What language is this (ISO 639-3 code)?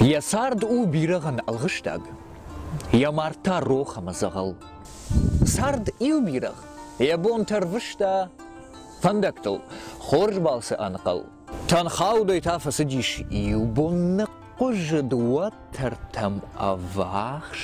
oss